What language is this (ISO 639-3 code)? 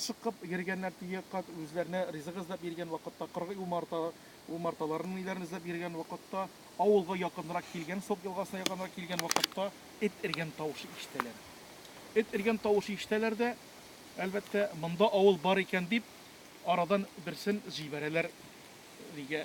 tat